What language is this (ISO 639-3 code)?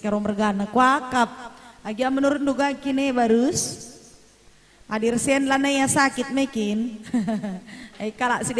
btx